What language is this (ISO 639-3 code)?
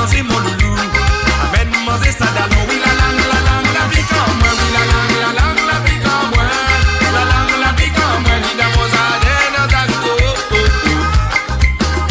mfe